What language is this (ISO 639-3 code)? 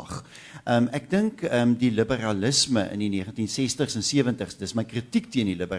afr